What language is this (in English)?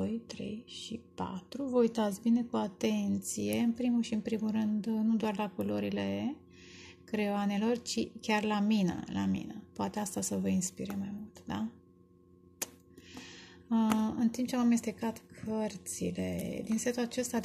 Romanian